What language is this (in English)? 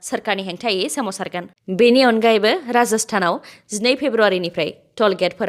Bodo